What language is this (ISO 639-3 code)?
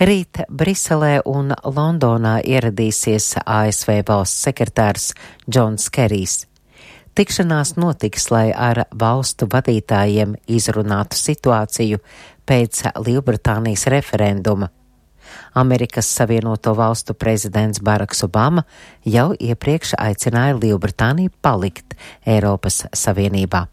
lav